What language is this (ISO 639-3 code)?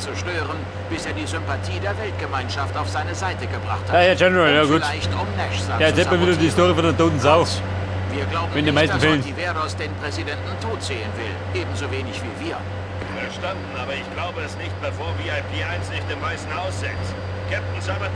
bar